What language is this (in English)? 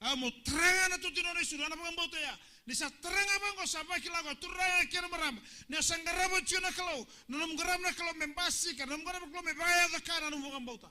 Fijian